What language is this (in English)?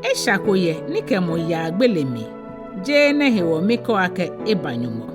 Ga